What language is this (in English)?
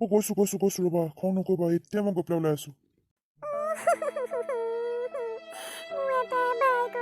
Assamese